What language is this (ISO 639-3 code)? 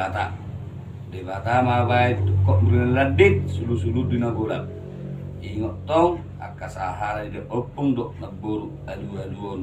bbc